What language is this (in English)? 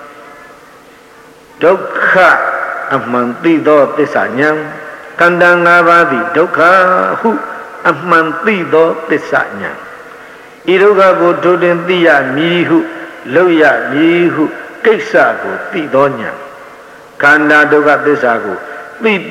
Burmese